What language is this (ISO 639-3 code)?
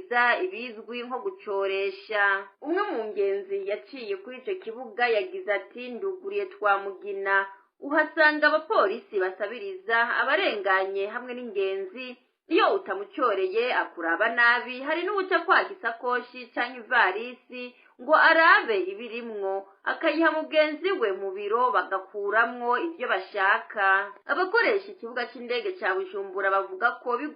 run